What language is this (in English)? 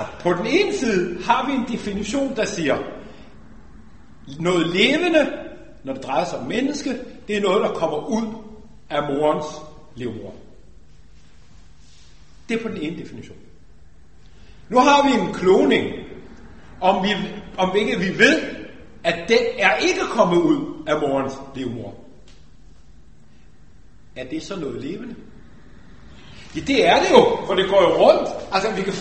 Danish